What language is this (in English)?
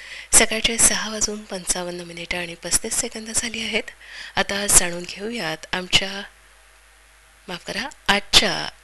Marathi